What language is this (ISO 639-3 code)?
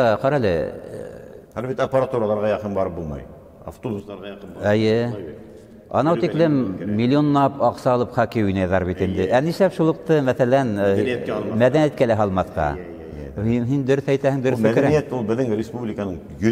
bak